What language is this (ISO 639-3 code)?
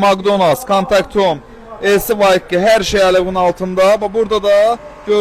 aze